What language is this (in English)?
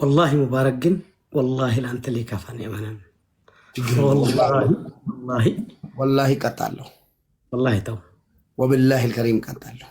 Amharic